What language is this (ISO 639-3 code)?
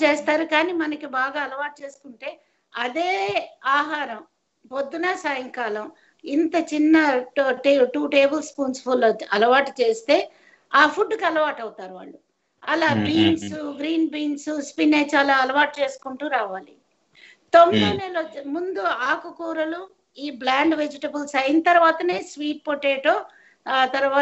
tel